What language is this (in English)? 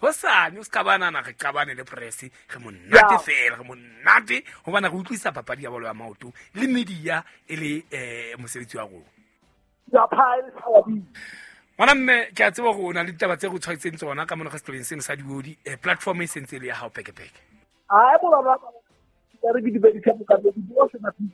Southern Sotho